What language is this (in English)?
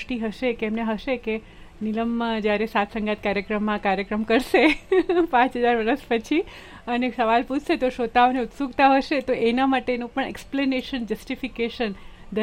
Gujarati